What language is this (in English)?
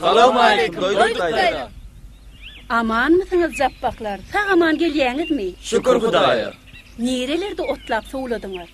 Turkmen